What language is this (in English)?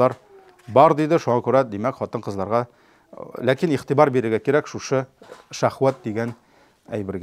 Tatar